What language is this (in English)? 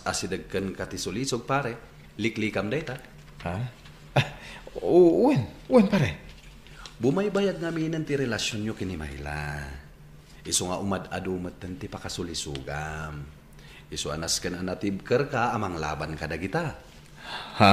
Iloko